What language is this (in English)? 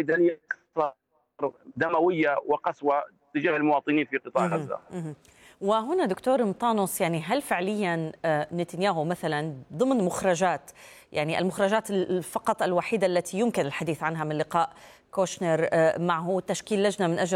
Arabic